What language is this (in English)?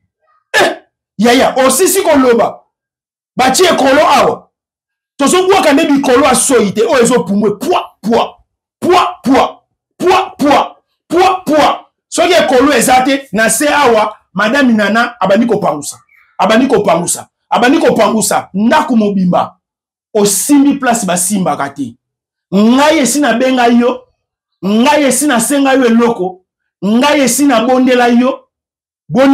Lingala